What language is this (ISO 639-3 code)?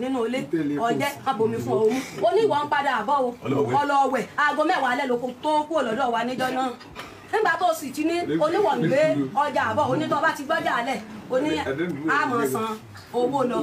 yor